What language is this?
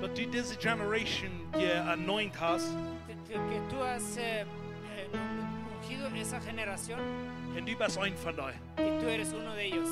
Plautdietsch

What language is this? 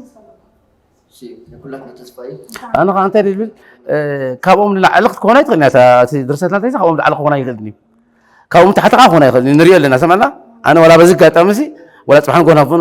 Tigrinya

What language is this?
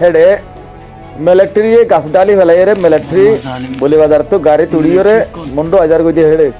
Rohingya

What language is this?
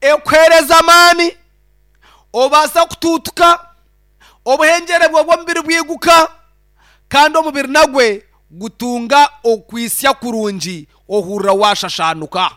Nyankole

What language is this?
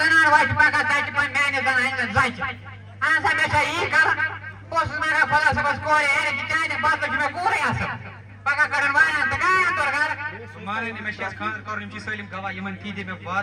Kashmiri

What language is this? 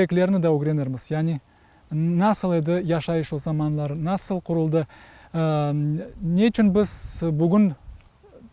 Crimean Tatar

